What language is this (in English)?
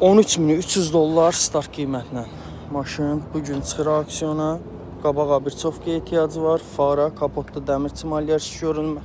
Azerbaijani